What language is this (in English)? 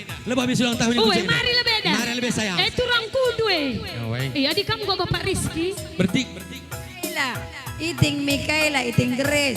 Batak Karo